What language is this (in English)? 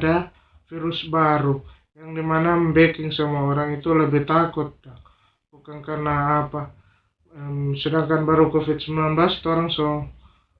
Manado Malay